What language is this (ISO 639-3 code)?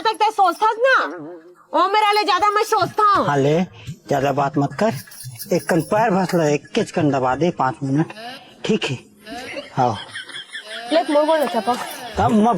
hne